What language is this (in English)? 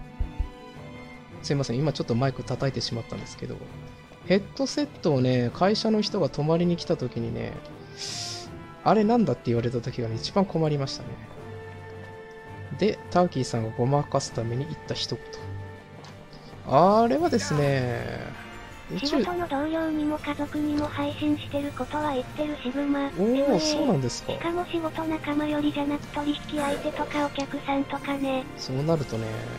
Japanese